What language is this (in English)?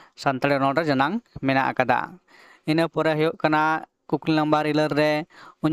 Santali